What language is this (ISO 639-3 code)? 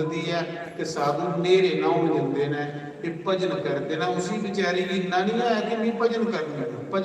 doi